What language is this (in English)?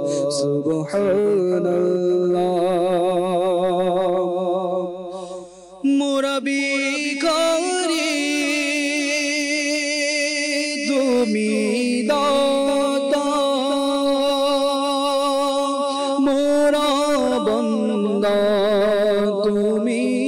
Bangla